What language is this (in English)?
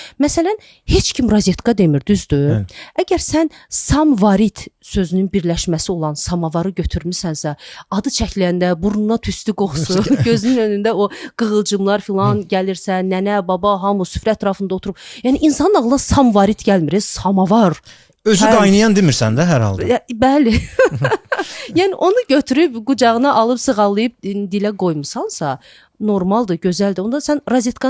Azerbaijani